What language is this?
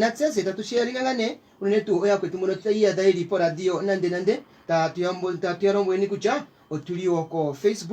Kuanyama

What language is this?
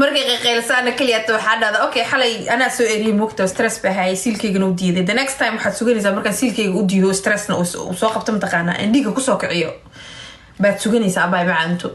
Somali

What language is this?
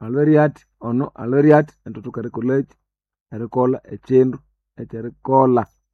Nande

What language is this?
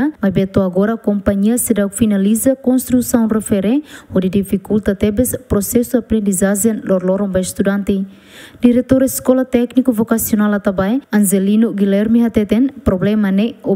Tetum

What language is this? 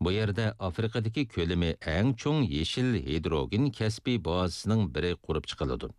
Uyghur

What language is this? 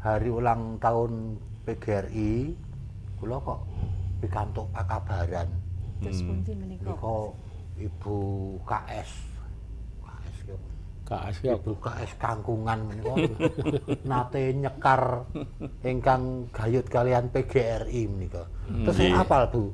Javanese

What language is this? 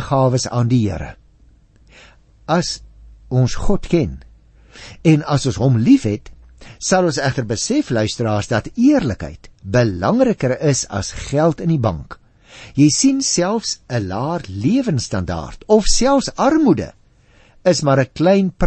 Afrikaans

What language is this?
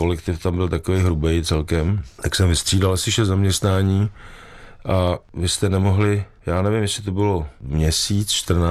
Czech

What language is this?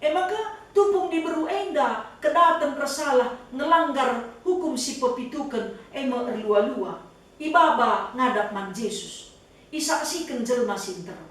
Batak Karo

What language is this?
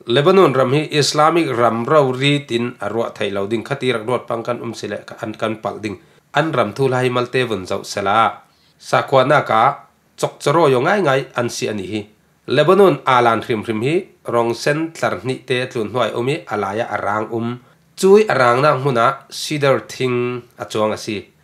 Falam Chin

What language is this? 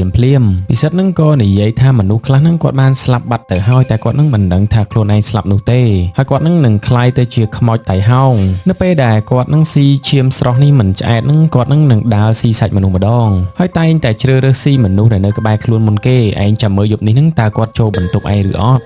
Khmer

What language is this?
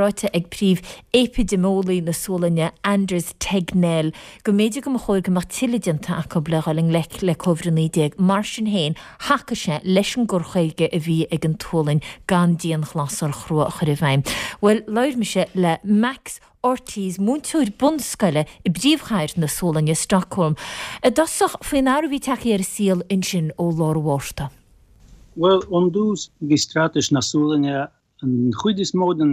Irish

